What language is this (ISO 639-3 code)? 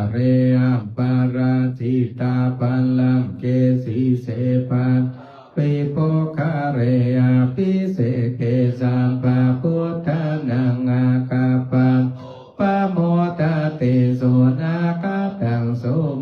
pli